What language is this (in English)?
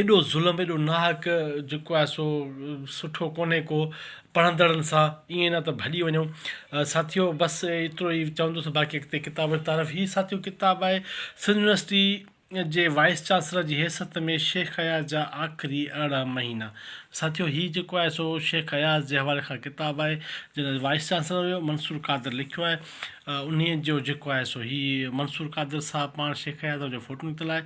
Sindhi